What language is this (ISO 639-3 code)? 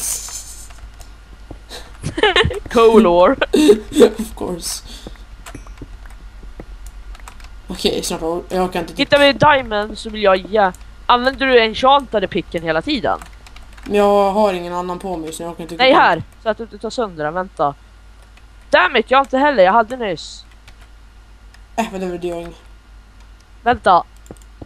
swe